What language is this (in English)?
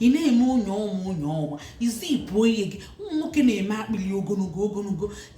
Igbo